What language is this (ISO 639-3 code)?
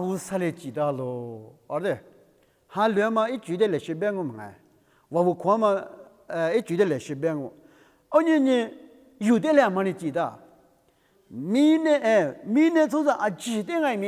lis